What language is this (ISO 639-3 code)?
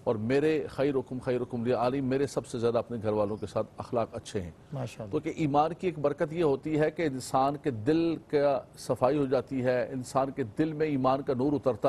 urd